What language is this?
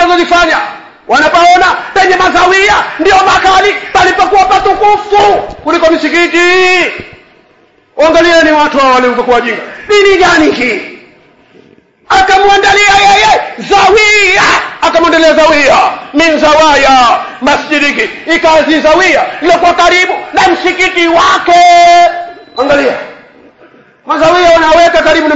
Swahili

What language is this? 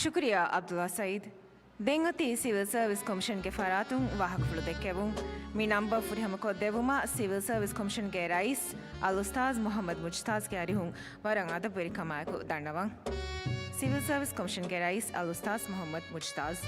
Divehi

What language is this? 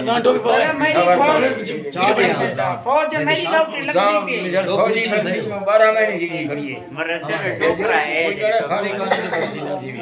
Saraiki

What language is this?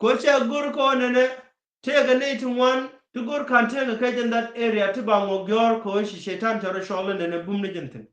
Nuer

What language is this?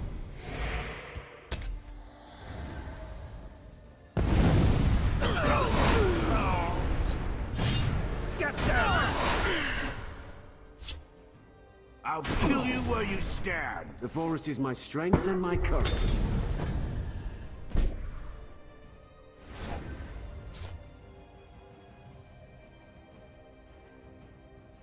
English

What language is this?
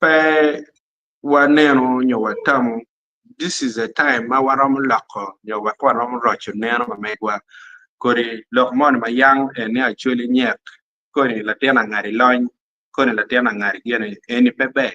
Acoli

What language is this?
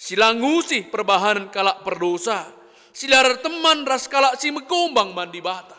Batak Karo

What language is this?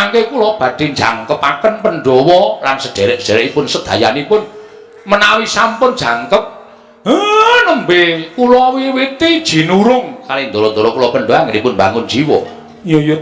Javanese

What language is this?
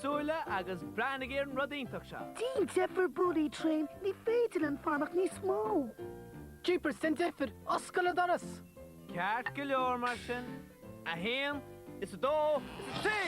Irish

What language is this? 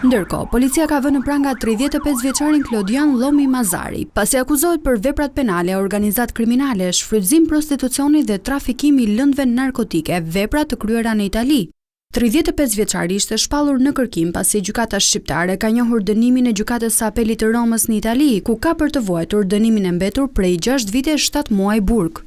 Albanian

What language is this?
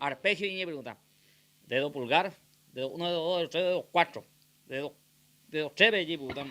Guarani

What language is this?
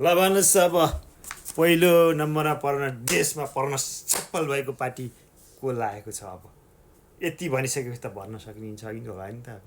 Nepali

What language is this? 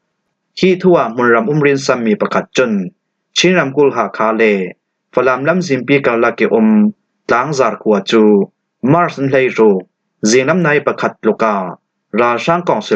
Falam Chin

